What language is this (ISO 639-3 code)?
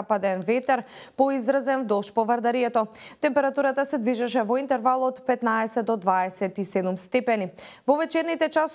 mkd